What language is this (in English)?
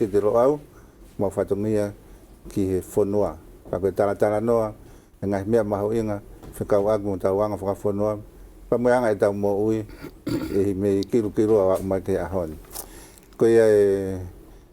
Tongan